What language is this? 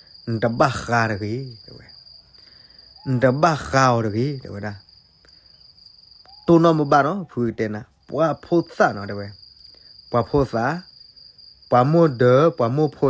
S'gaw Karen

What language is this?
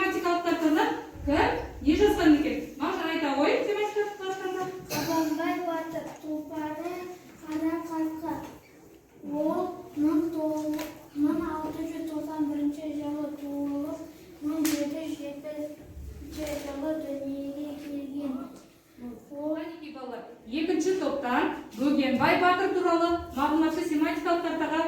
Kazakh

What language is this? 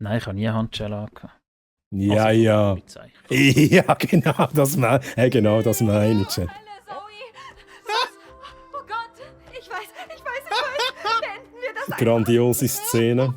Swiss German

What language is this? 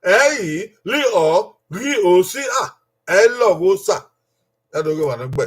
Bini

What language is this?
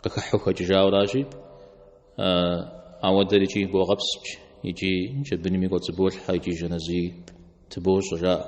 Kabardian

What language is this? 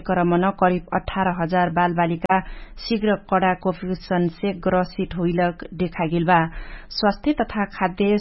Dangaura Tharu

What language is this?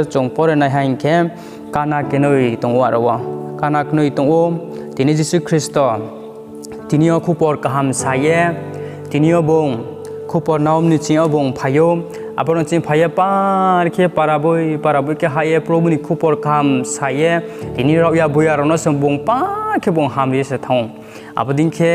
Riang (India)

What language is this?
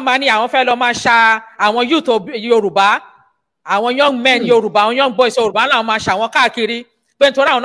Yoruba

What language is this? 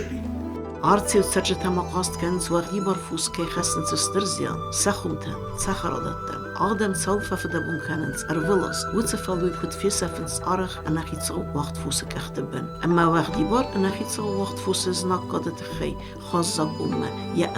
Ossetic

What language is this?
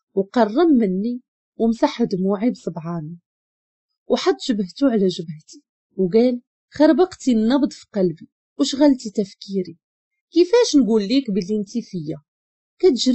Moroccan Arabic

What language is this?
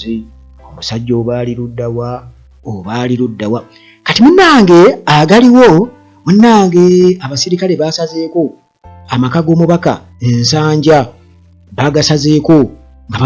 Ganda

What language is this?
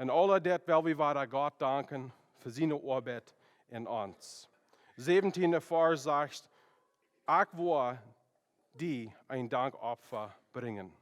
Plautdietsch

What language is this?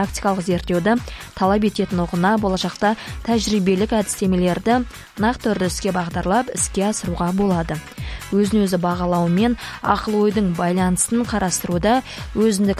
Kazakh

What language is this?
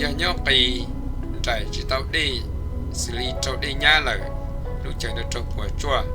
Hmong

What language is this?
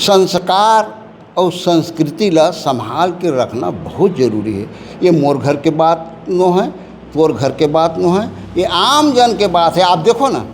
Chhattisgarhi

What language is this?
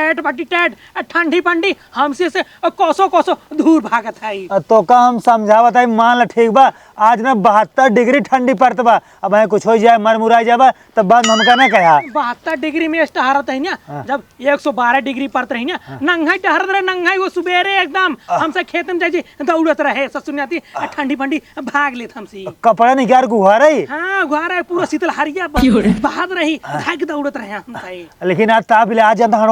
Awadhi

